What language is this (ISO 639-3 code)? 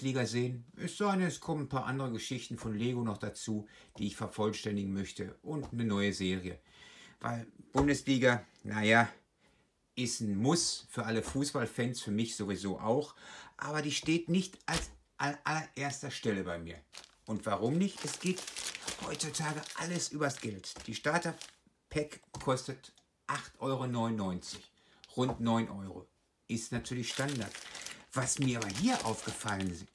deu